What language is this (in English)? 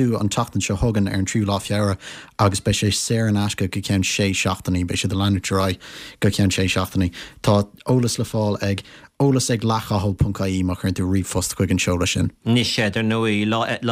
Irish